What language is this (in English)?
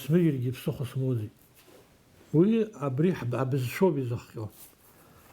Abkhazian